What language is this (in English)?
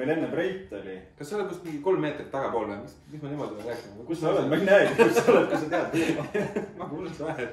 Estonian